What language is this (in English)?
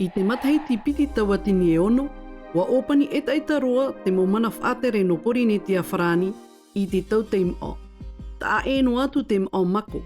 Tahitian